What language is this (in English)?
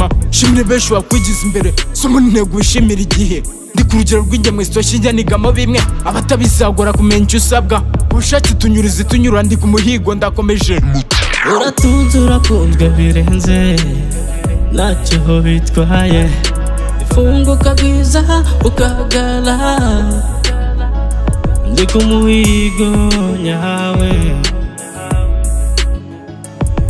Kinyarwanda